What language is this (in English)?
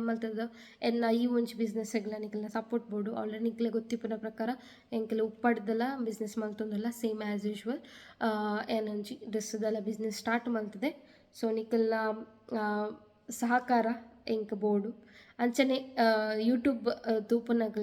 Tulu